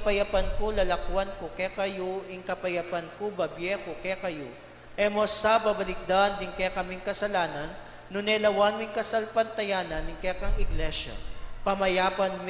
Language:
Pampanga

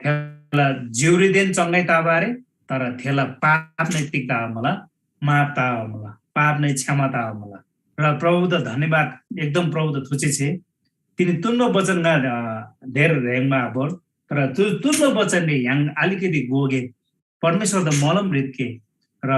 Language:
Eastern Tamang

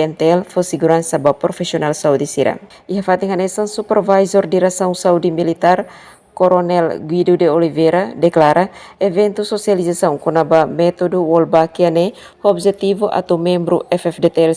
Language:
Tetum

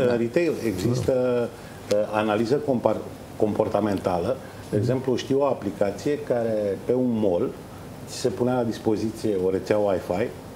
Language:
Romanian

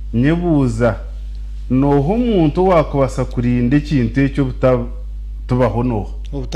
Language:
Nyankole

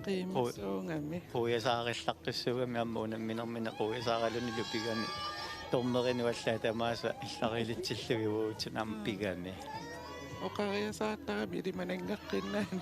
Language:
Kalaallisut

